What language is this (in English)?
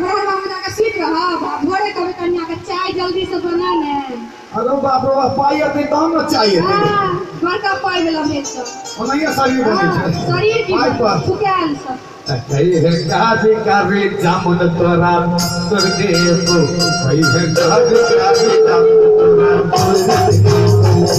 Maithili